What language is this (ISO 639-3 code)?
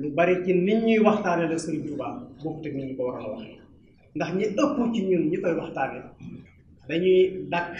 wol